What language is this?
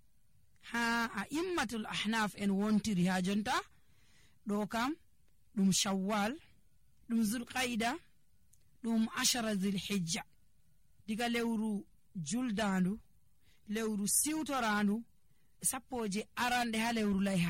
Nigerian Fulfulde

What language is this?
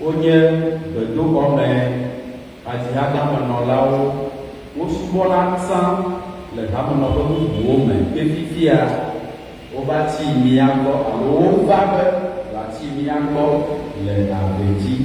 Ewe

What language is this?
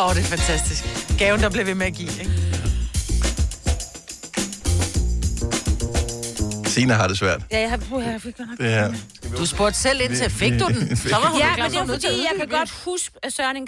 Danish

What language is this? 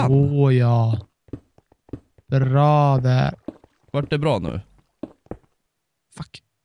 Swedish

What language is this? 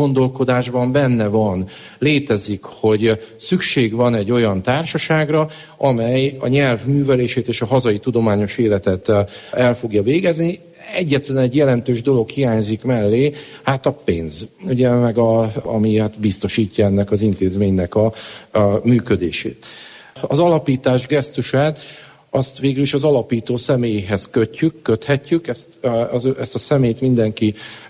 Hungarian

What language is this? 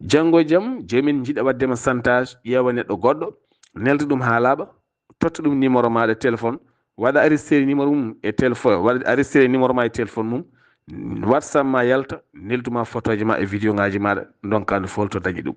Fula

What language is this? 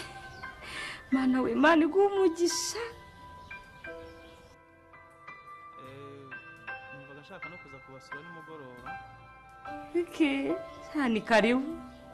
Kinyarwanda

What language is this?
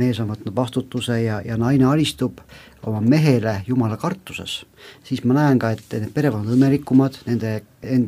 Estonian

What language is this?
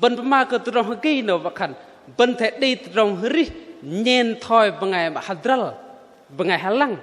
Bahnar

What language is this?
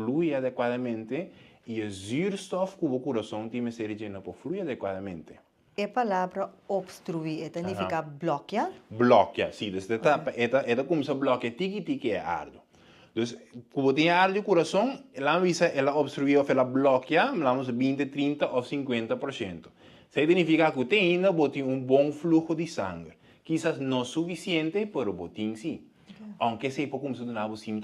Papiamento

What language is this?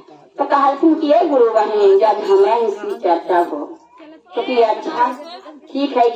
Magahi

